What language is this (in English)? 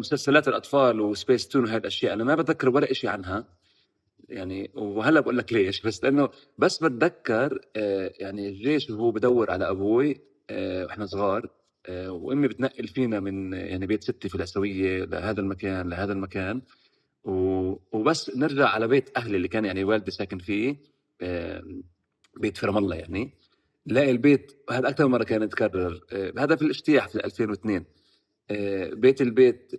North Levantine Arabic